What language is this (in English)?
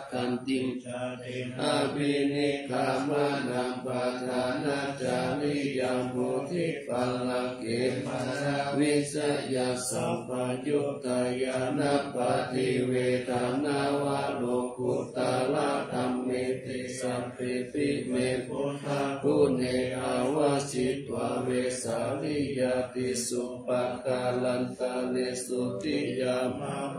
Pali